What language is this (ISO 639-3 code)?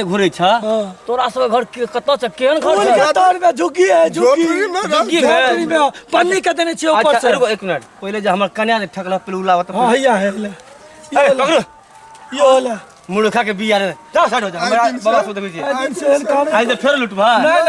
mai